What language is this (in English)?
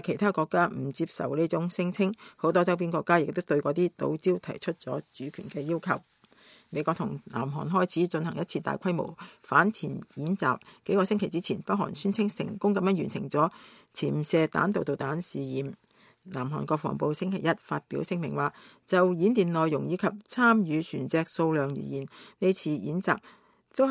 Cantonese